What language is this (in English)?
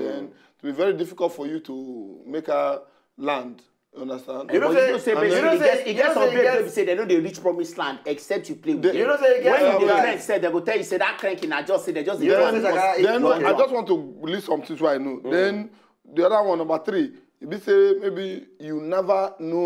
Nigerian Pidgin